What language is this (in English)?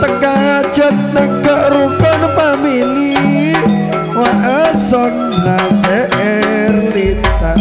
Madurese